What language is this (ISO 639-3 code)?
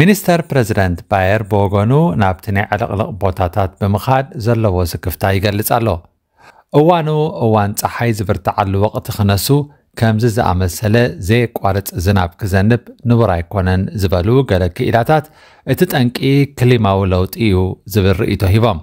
tir